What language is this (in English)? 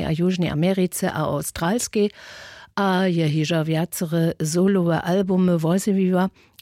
Upper Sorbian